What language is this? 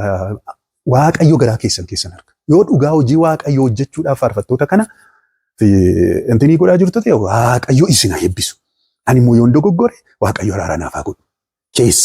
Oromo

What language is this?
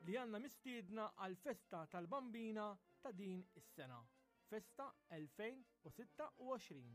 Maltese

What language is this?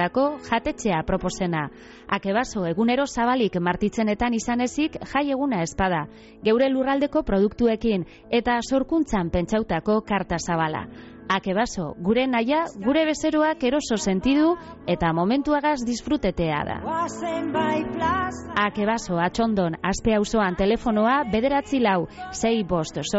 Basque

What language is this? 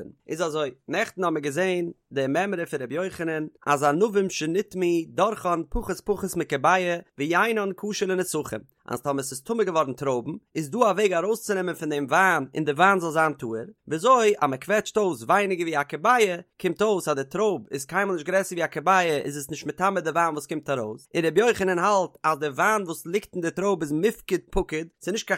Yiddish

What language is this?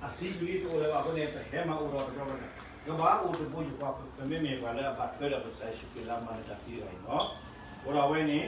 S'gaw Karen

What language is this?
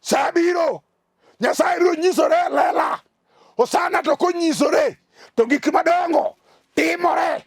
Luo (Kenya and Tanzania)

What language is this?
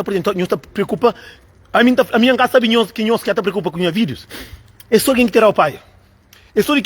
Kabuverdianu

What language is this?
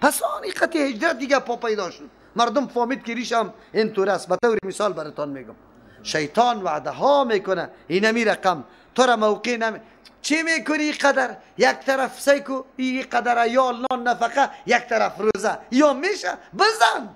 Persian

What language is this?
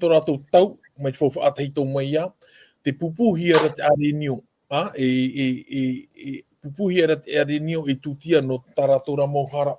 Tahitian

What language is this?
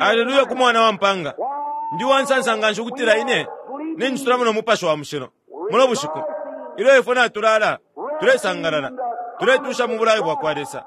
Bemba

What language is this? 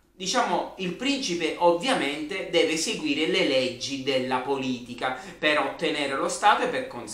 Italian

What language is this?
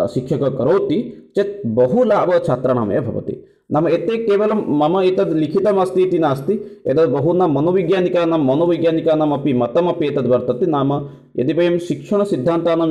Sanskrit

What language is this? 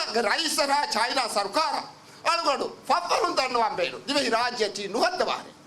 Divehi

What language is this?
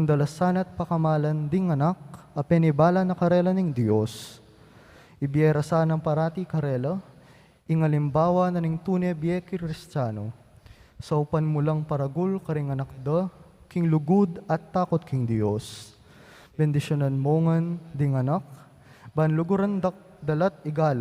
Pampanga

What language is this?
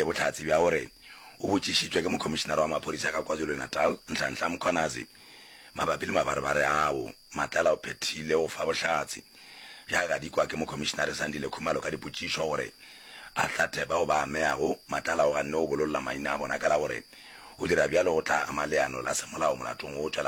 Northern Sotho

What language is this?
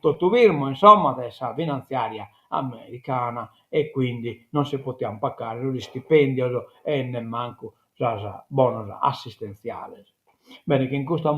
Sardinian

